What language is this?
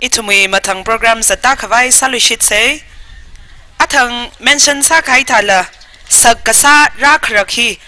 Tangkhul Naga (India)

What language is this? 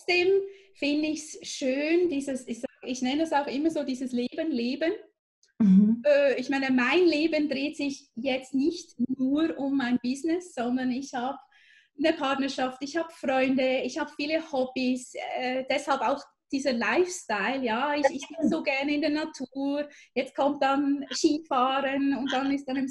German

